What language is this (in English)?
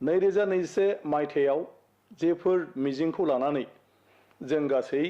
Bodo